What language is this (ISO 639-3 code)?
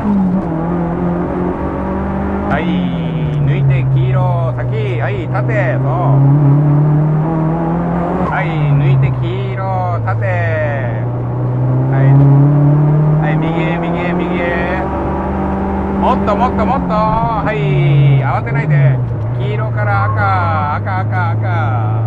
jpn